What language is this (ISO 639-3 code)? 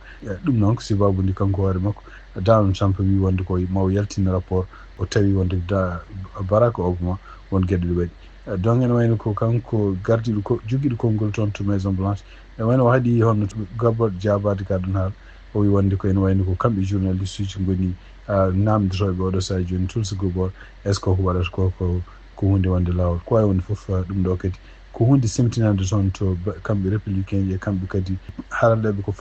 ful